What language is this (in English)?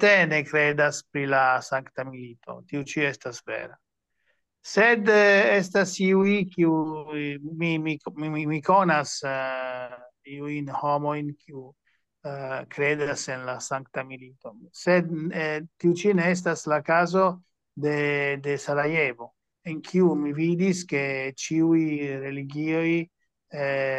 Esperanto